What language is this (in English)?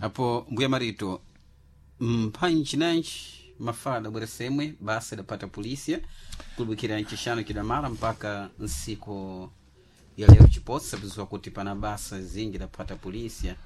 Sena